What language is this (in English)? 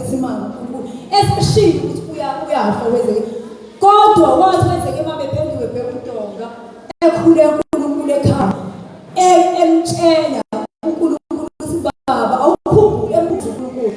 Zulu